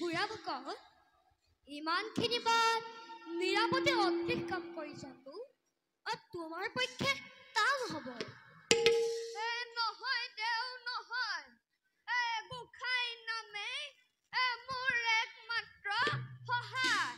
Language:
Assamese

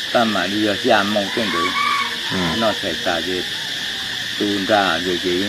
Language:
Hmong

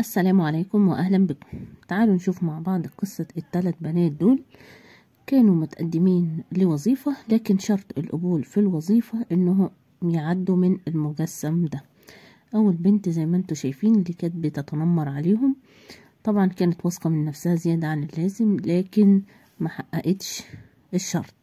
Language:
Egyptian Arabic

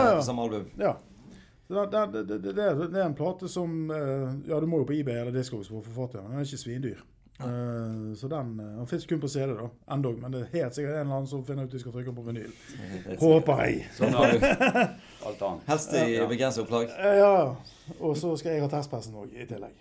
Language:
Norwegian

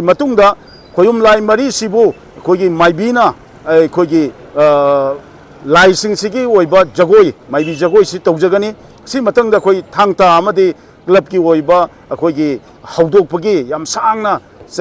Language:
Manipuri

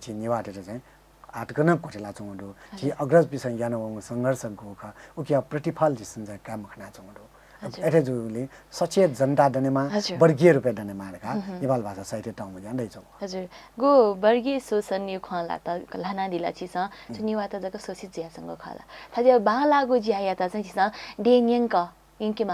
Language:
Newari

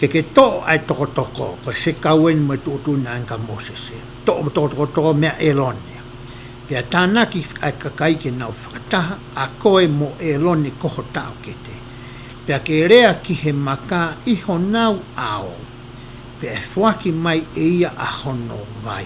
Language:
Tongan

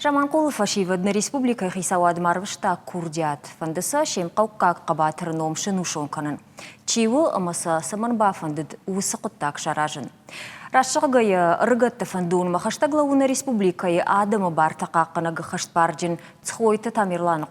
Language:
Ossetic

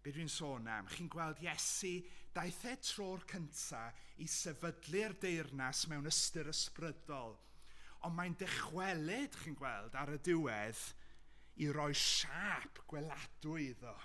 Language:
Welsh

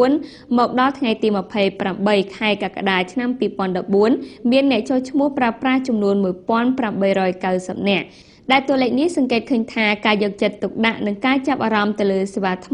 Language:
Khmer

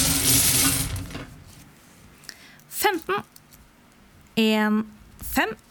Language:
Norwegian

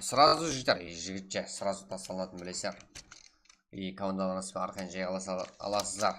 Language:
Kara-Kalpak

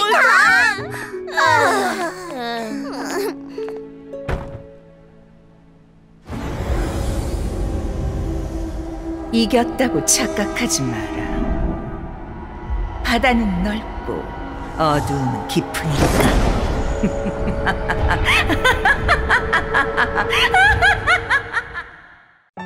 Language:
Korean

